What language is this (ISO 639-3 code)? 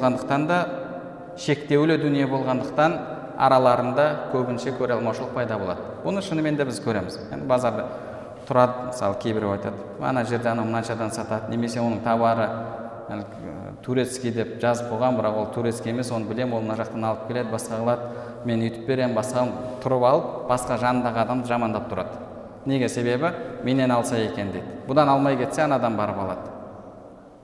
kaz